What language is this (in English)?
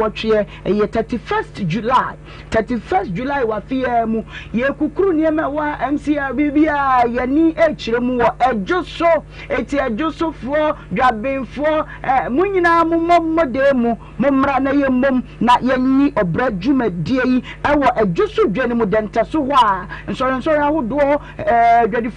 Akan